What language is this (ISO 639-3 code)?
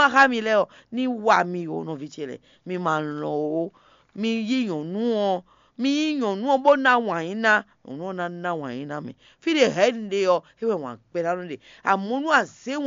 fon